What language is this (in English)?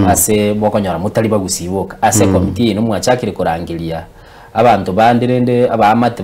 Gusii